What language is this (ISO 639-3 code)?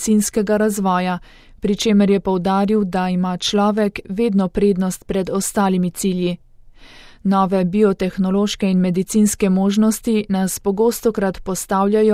slv